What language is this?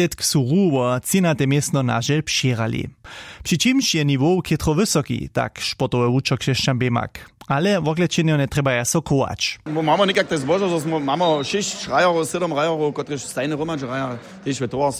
Upper Sorbian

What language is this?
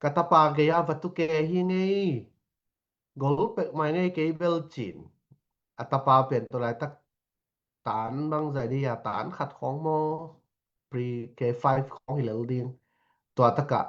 Tedim Chin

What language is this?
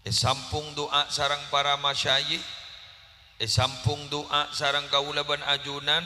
Madurese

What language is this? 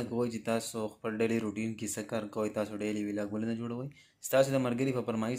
Pashto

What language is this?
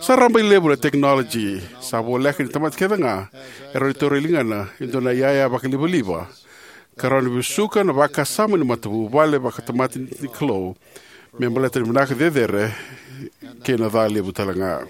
Fijian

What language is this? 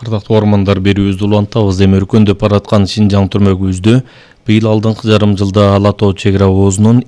Kyrgyz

